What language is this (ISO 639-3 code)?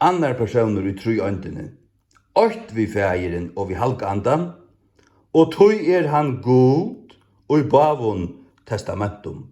fao